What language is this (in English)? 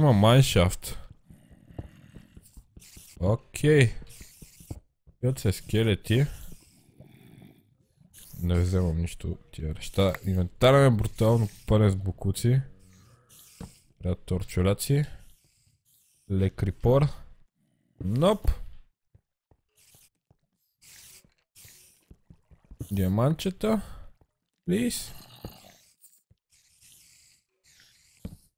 Bulgarian